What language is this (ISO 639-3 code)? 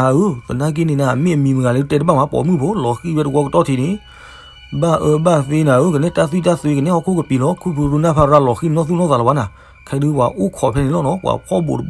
ksw